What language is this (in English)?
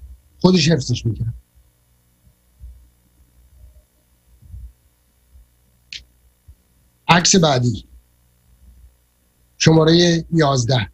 Persian